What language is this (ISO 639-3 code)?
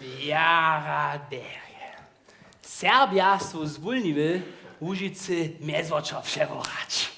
hsb